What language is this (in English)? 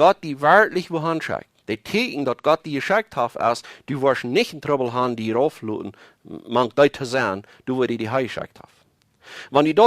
Plautdietsch